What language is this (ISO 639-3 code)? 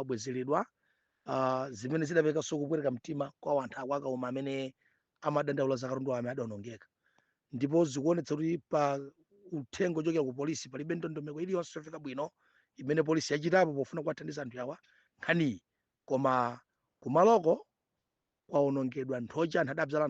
nya